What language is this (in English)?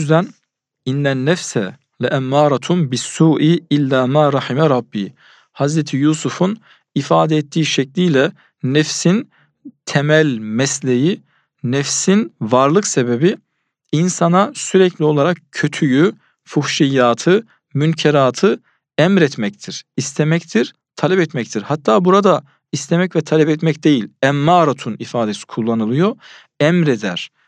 Turkish